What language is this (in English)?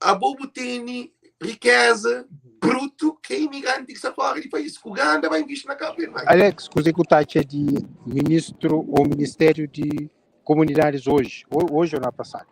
Kabuverdianu